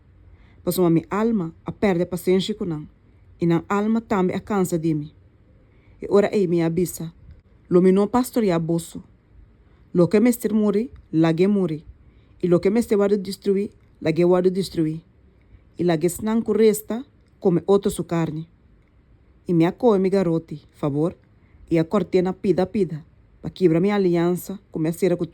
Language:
Papiamento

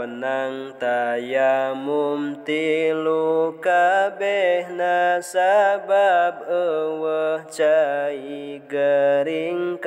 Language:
Sundanese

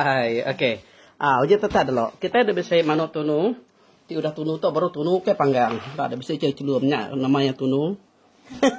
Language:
Iban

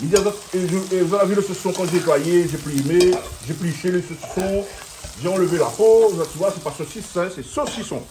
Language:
Réunion Creole French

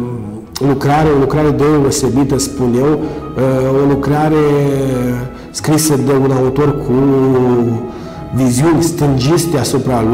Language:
Romanian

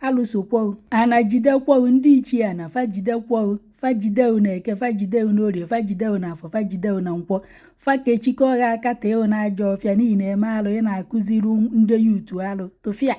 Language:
Igbo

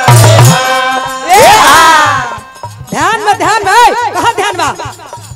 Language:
Bhojpuri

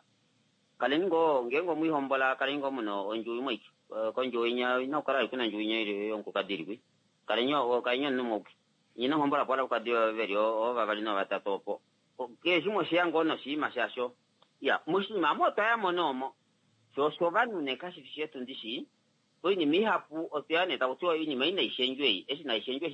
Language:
Kuanyama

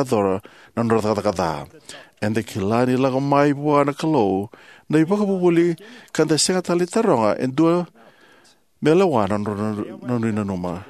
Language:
Fijian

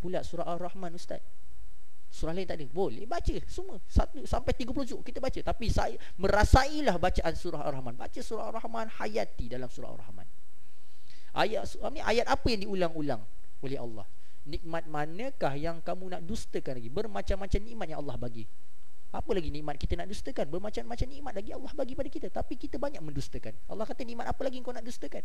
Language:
Malay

